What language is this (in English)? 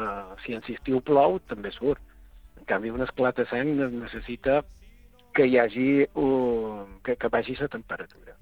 Catalan